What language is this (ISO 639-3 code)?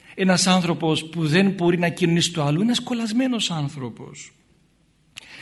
ell